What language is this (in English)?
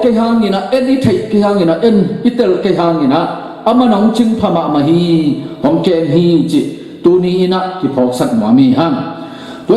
Tedim Chin